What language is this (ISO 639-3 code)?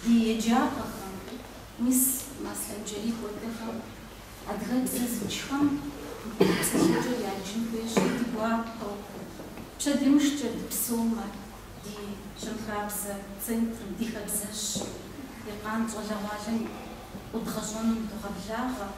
kbd